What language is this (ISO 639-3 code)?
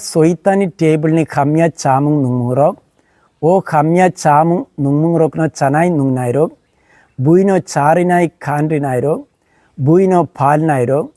trp